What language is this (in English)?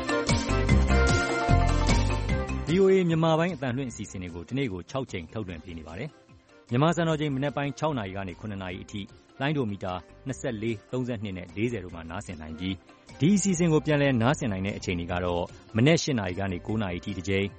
Burmese